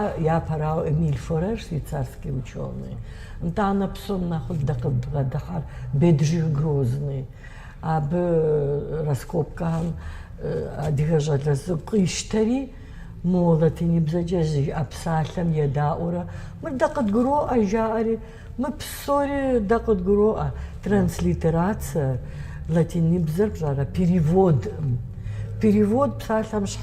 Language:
Kabardian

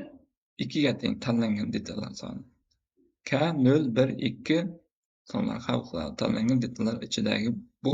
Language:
Uzbek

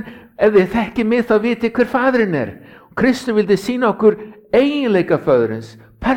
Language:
Icelandic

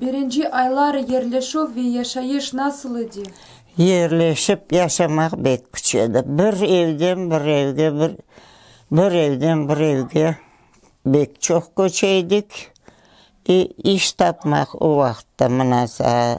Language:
Crimean Tatar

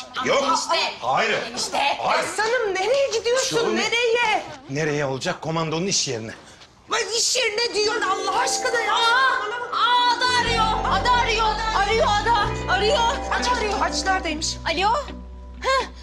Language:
Turkish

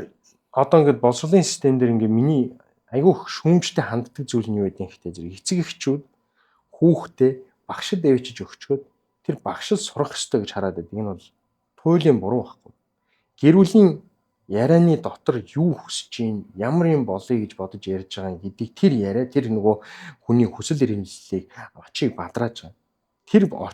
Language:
Mongolian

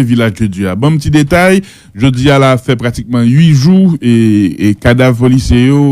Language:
Haitian Creole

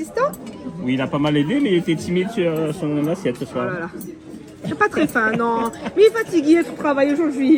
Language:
Réunion Creole French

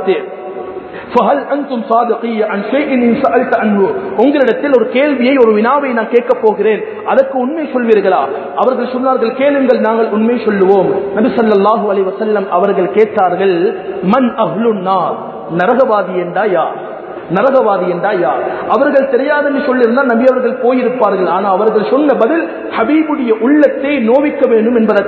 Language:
Tamil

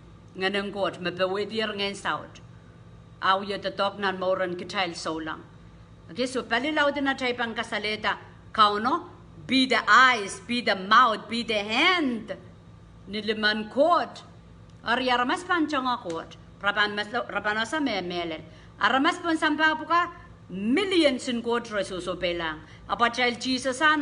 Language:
Pohnpeian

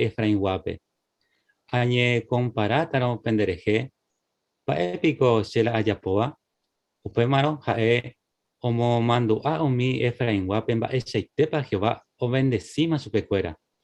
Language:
Guarani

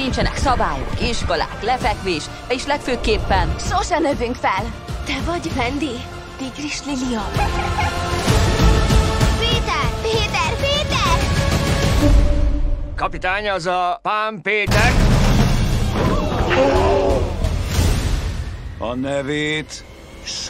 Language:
Hungarian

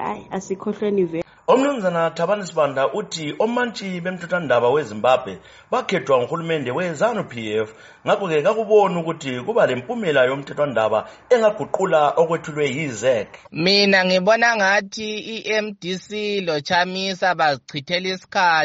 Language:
North Ndebele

